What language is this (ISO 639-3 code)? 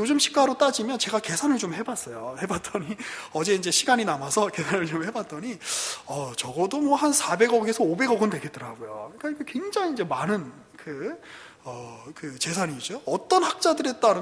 kor